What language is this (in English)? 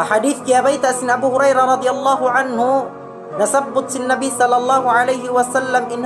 Tausug